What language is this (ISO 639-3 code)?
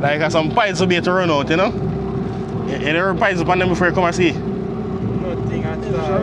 jam